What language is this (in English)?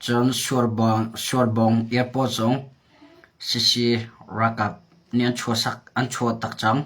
Hakha Chin